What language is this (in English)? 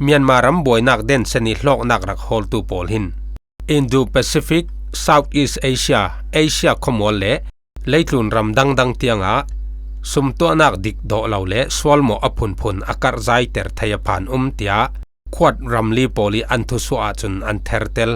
Falam Chin